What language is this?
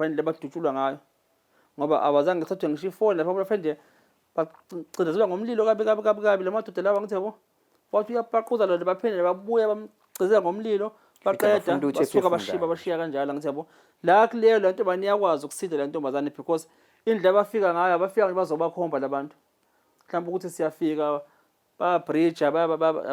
Zulu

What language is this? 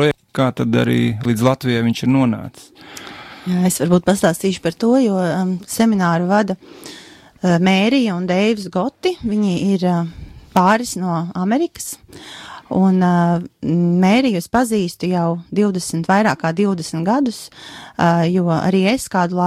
Latvian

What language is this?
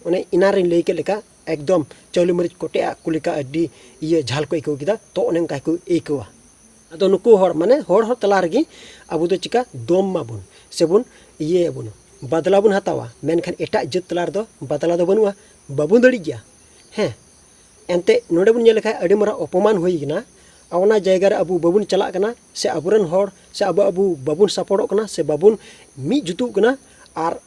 Santali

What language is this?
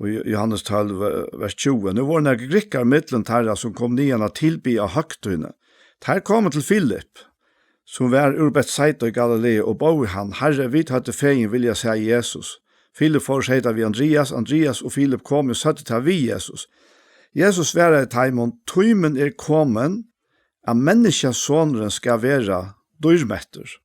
Faroese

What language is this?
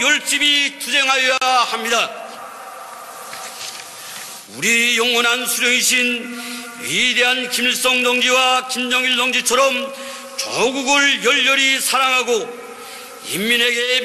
Korean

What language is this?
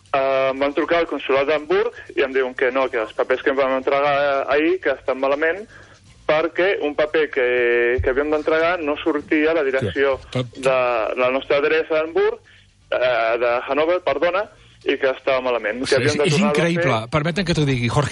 Catalan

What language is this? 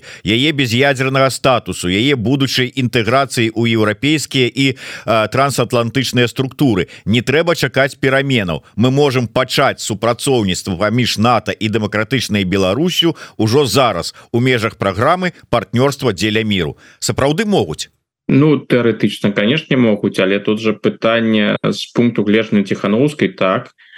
Belarusian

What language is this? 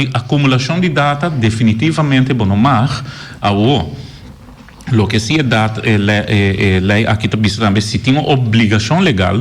Papiamento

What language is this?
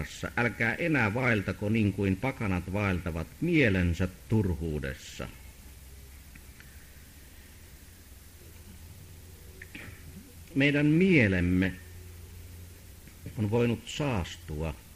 Finnish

